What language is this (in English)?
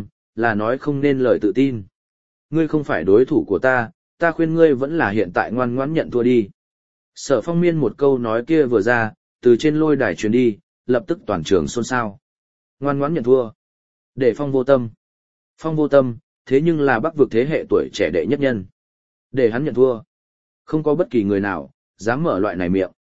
Vietnamese